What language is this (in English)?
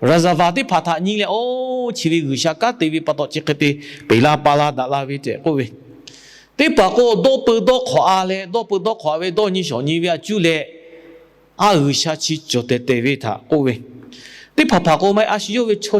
Lahu